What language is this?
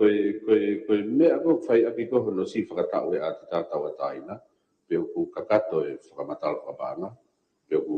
Tongan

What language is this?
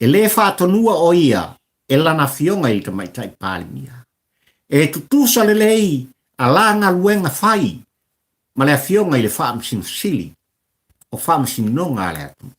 Samoan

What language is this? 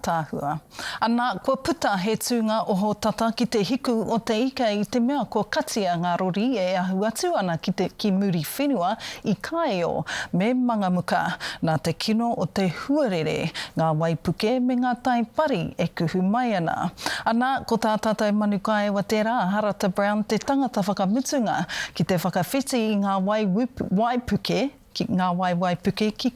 Māori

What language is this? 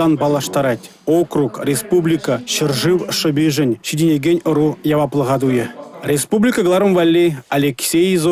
Chuvash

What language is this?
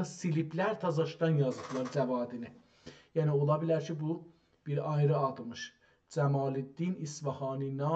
South Azerbaijani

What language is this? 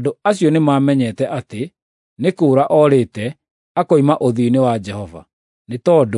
Kikuyu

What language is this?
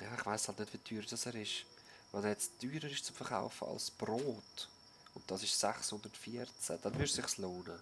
Swiss German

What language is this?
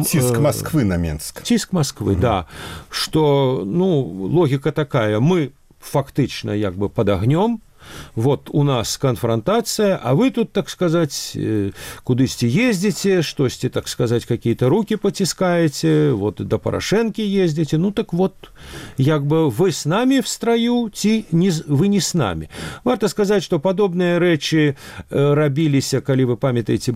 Belarusian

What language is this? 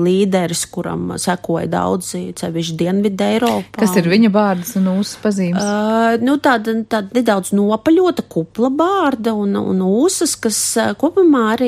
Latvian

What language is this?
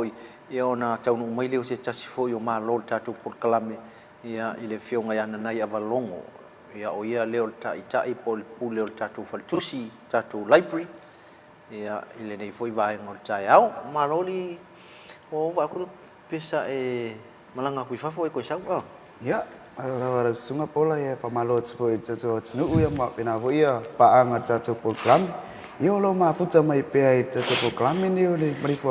Samoan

